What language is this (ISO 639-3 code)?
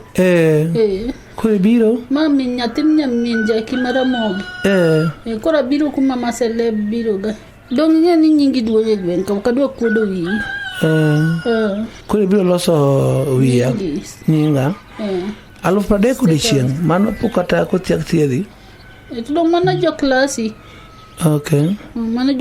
luo